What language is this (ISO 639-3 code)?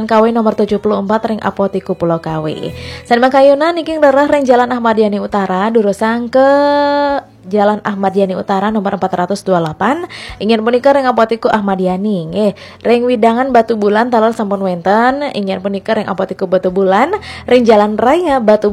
ban